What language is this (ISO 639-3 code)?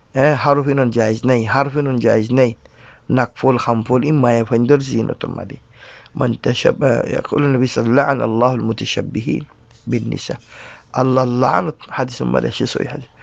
rhg